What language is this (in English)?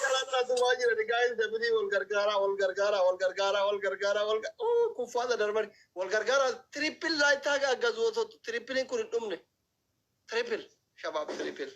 Oromo